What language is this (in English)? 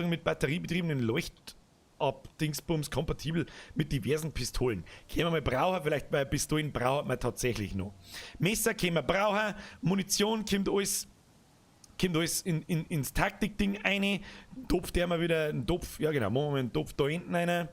Bavarian